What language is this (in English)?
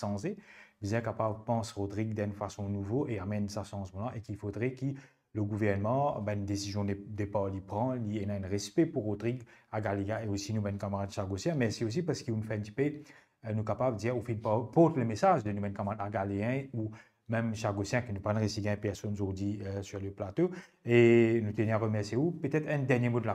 Morisyen